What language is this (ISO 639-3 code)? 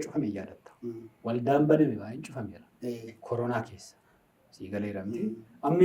orm